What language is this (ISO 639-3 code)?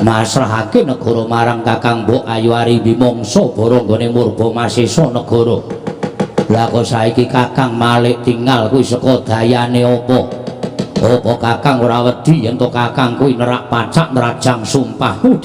jav